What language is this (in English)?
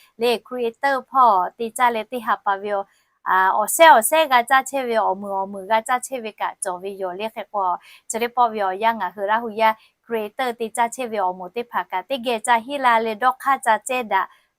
Lahu